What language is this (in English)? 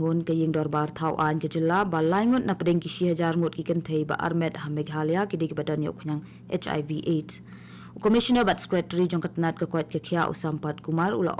Khasi